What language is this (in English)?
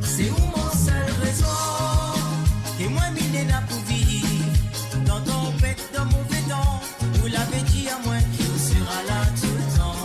Morisyen